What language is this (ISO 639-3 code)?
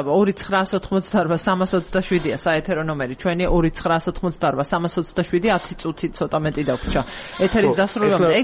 kat